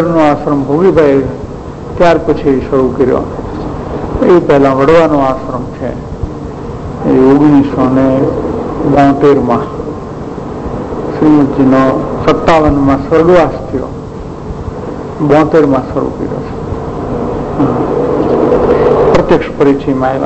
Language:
Gujarati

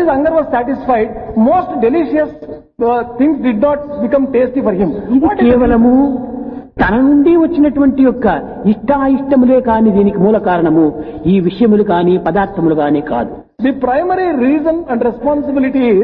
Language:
Telugu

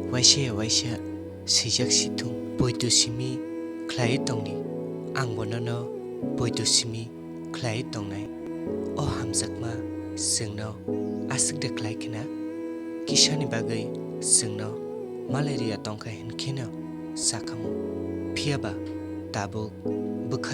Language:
Kok Borok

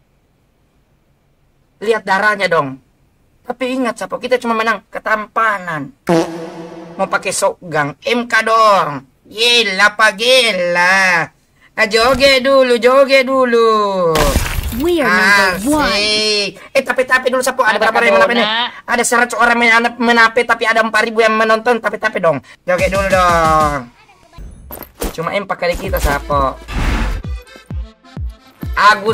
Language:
Indonesian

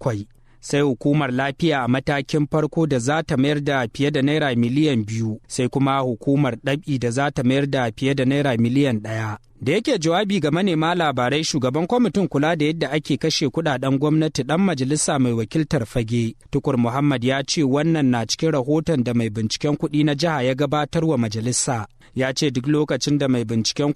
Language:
Hausa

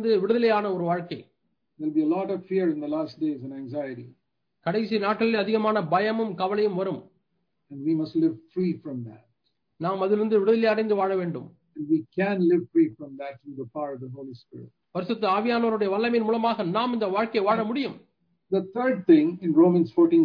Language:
Tamil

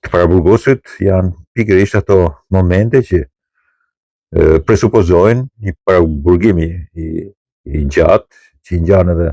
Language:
Albanian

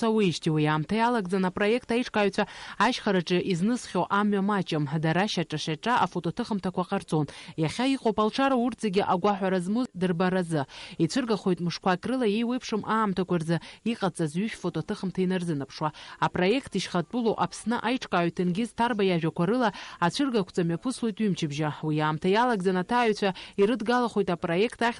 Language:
Abkhazian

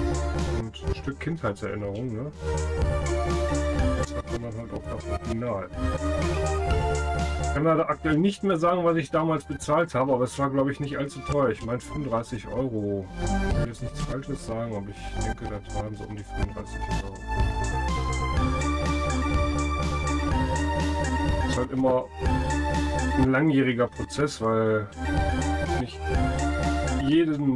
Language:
German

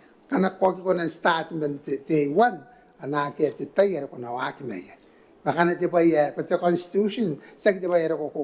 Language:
Gilbertese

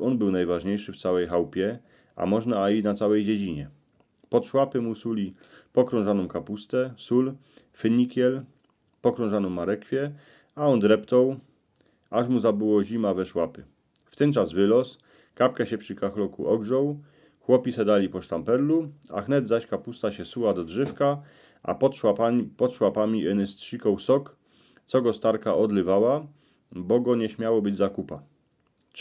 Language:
Silesian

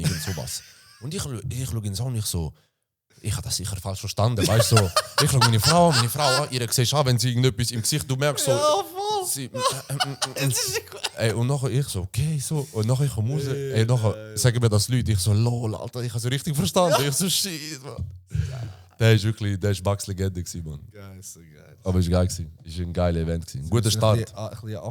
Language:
Swiss German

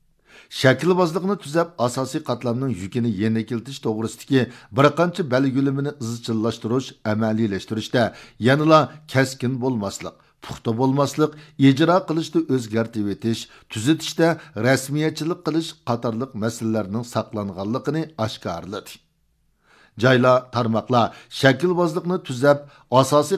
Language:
Uyghur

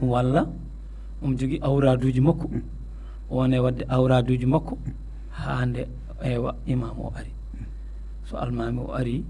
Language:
Fula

